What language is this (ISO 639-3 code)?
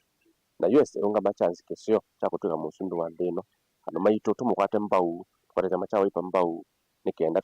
kam